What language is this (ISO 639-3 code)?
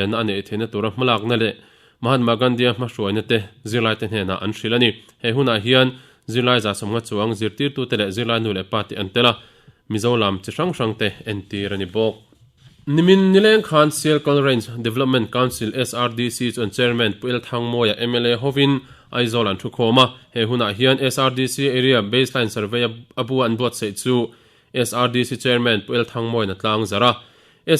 lus